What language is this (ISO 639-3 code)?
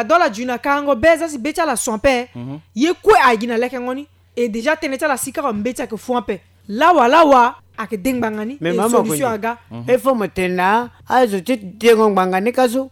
sag